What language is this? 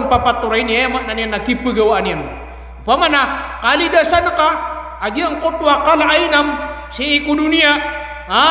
Maranao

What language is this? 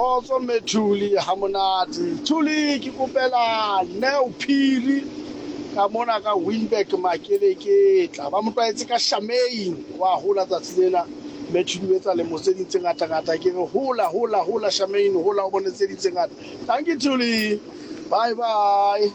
Southern Sotho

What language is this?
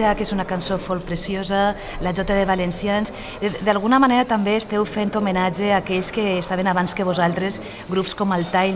Catalan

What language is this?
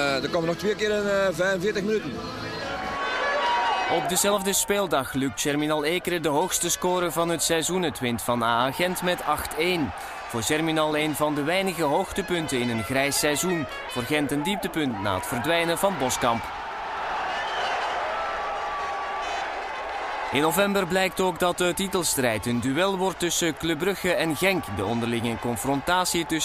Dutch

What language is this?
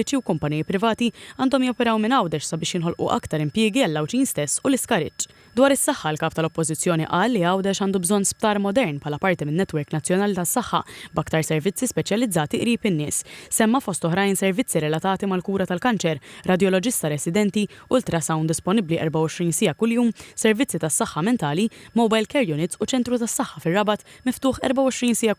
Maltese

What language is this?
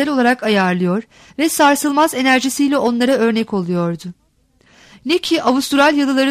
Turkish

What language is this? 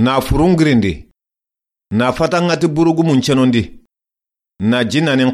Soninke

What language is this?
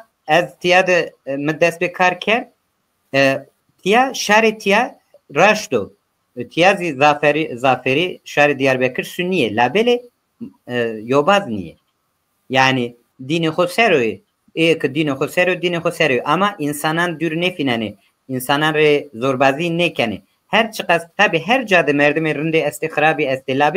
Zaza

